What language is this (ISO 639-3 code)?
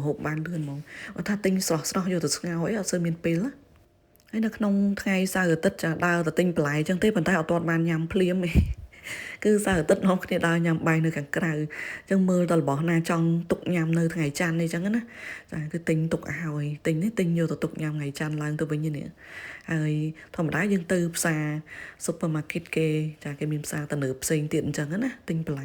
khm